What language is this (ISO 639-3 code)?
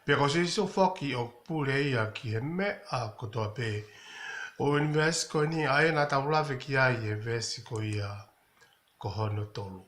ton